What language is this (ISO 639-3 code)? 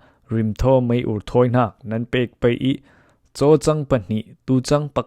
cfm